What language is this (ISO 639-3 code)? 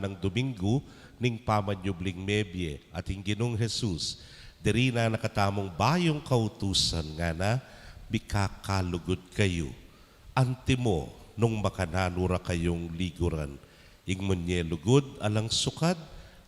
pam